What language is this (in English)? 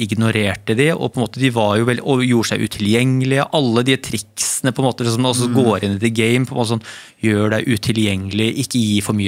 Norwegian